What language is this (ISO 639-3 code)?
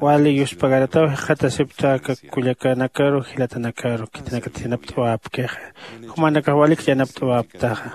aym